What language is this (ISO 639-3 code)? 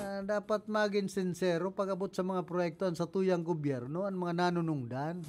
bik